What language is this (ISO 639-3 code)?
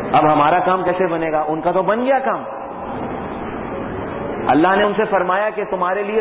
urd